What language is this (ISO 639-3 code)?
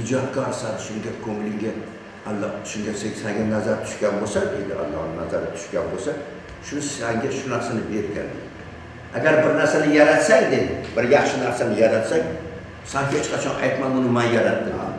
uzb